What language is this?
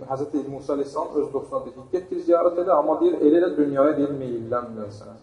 Azerbaijani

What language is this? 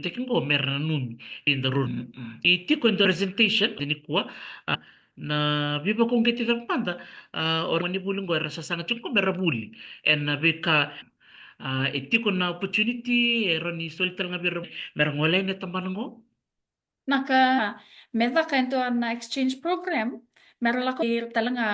Fijian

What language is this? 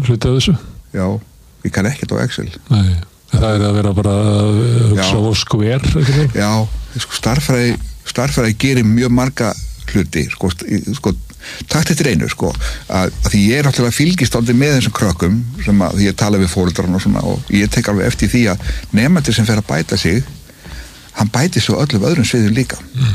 Icelandic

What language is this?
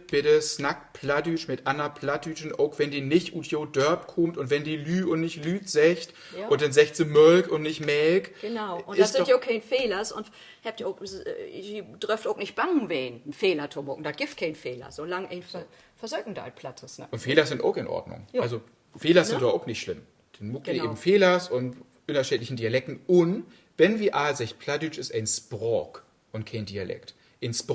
Low German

